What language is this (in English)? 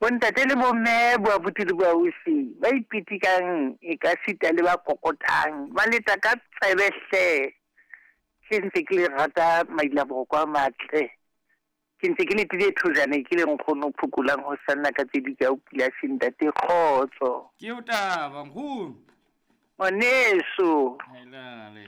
Southern Sotho